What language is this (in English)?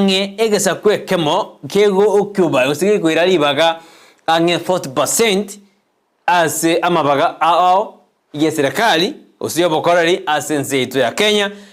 Gusii